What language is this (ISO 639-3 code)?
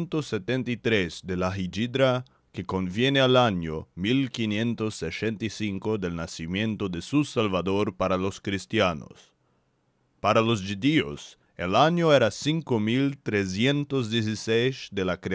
lad